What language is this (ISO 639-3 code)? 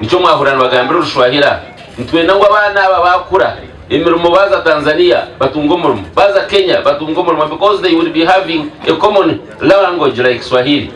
nyn